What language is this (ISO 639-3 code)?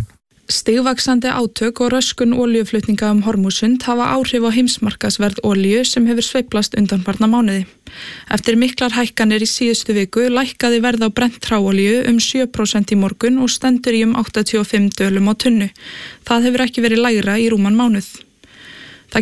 isl